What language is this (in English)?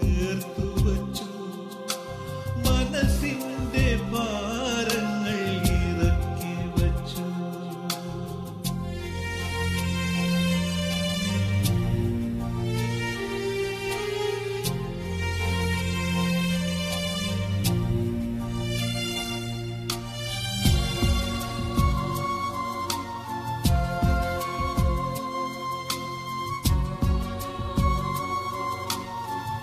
Malayalam